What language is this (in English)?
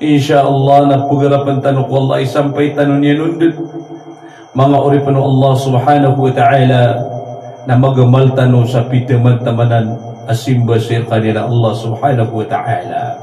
Maranao